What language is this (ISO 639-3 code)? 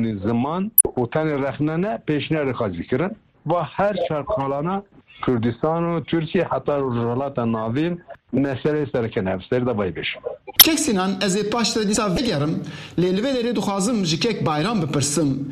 kur